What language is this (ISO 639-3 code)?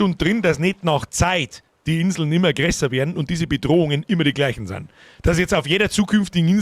bar